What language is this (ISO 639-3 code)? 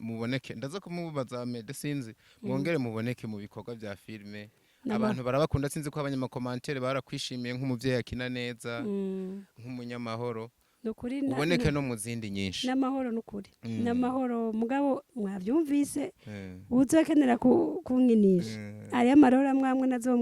run